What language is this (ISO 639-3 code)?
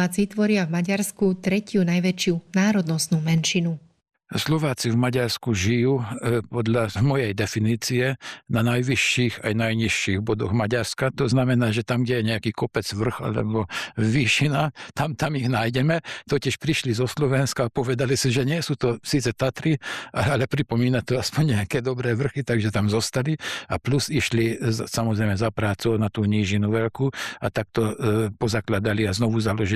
slk